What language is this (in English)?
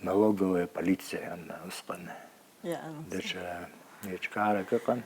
Abkhazian